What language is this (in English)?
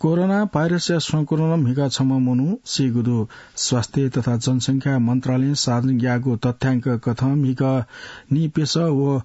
Newari